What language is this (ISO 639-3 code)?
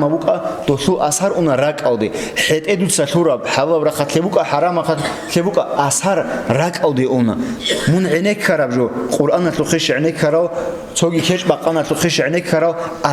ava